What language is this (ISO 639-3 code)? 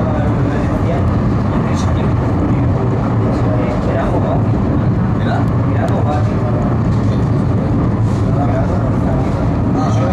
spa